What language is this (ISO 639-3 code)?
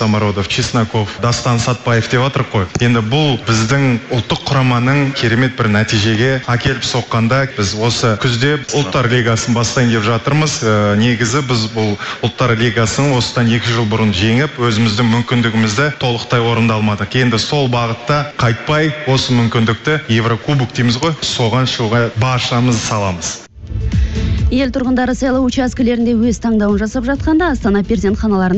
kaz